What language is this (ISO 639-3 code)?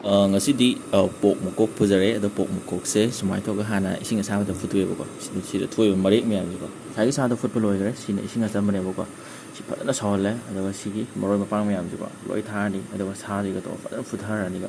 mni